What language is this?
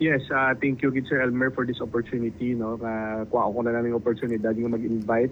Hiligaynon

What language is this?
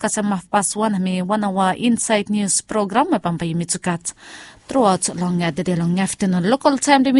Bislama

